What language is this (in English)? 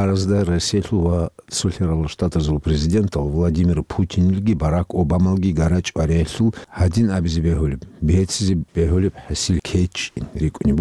Avaric